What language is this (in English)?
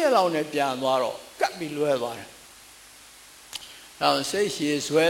Burmese